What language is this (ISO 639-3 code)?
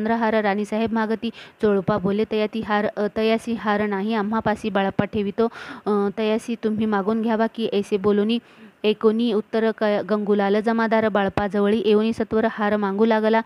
mar